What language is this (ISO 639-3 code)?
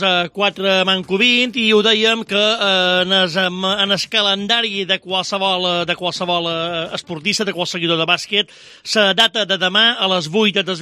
cat